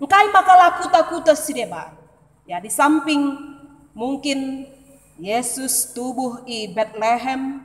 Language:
Batak Karo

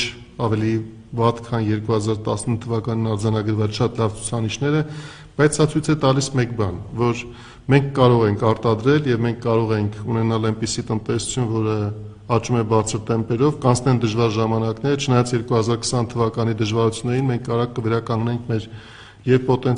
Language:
Armenian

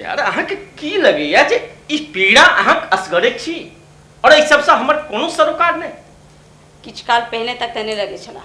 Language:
Maithili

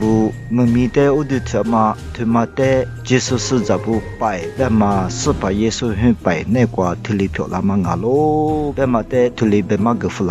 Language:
Lisu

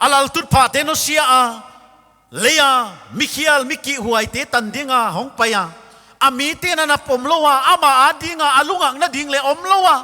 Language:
Paite Chin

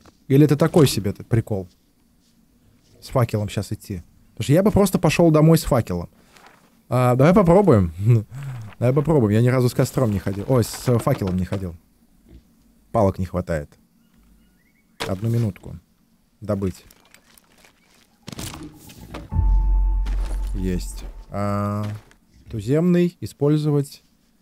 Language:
Russian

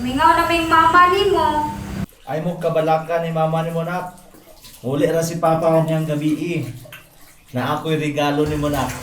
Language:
Cebuano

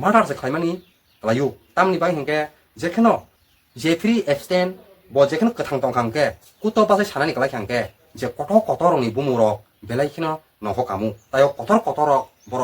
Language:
Kok Borok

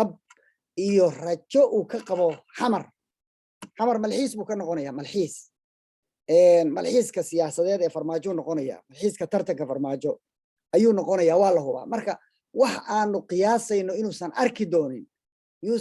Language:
Somali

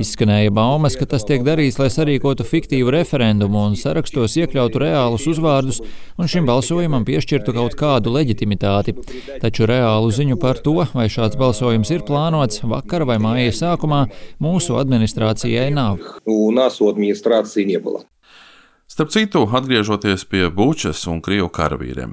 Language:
Latvian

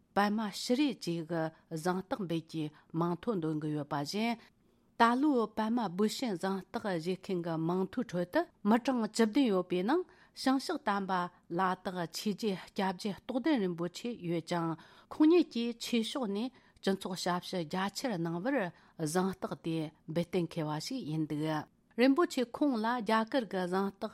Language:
Tibetan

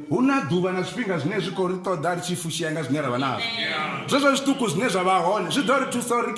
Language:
Venda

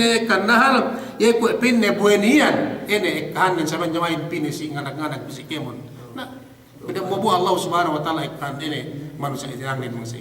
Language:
Yakan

